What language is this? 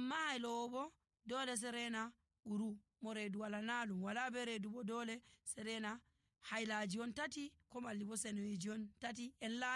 Nigerian Fulfulde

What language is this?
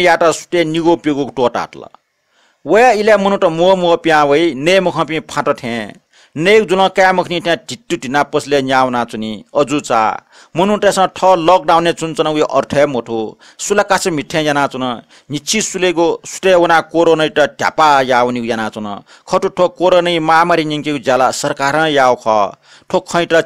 Newari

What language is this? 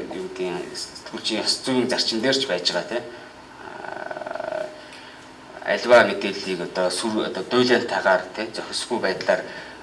Mongolian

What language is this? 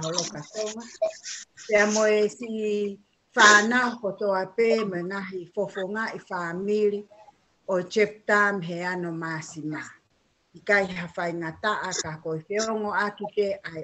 Tongan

